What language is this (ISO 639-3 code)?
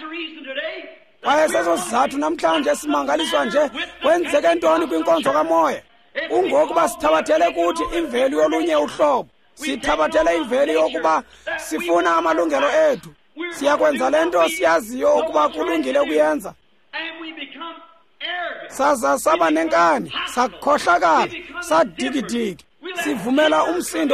xho